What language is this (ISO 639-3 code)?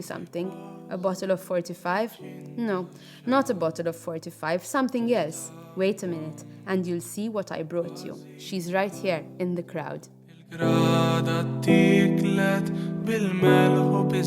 eng